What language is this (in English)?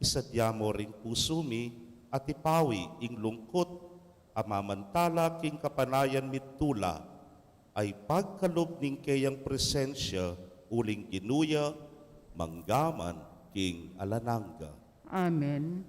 Pampanga